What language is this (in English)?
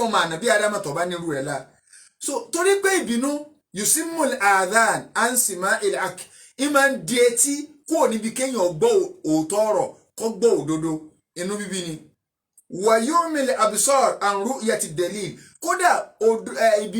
Yoruba